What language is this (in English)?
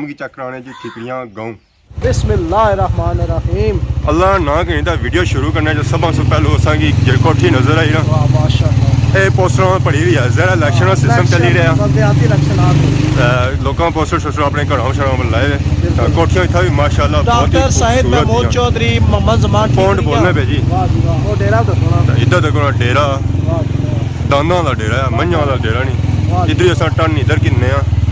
Pahari-Potwari